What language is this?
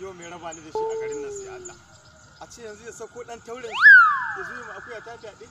Hausa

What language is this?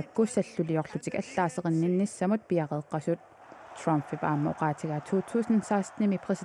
Kalaallisut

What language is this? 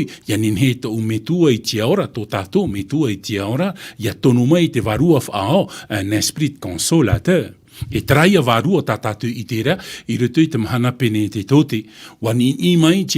Tahitian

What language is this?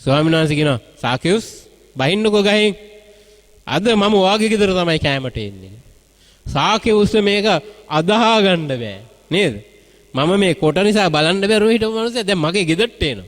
Sinhala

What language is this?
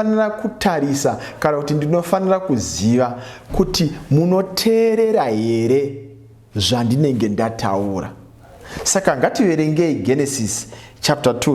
Shona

